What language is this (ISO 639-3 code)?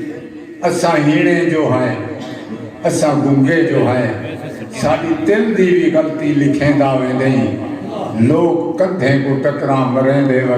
skr